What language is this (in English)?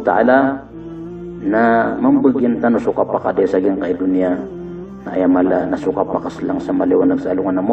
Maranao